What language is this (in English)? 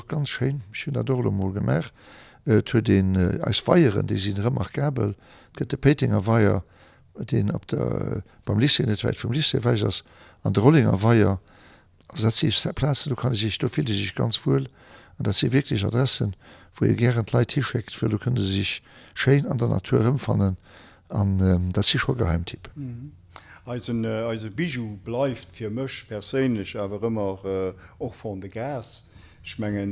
Luxembourgish